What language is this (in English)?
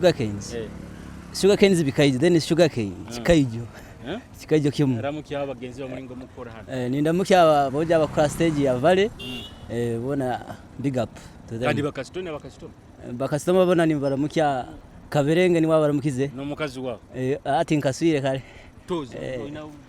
Nyoro